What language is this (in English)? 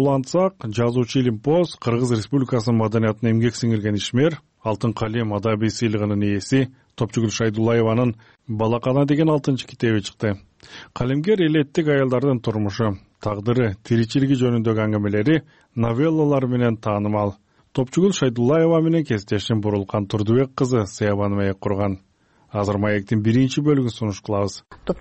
Kyrgyz